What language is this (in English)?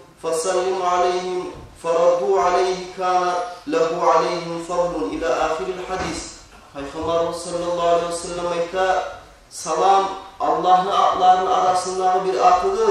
Kumyk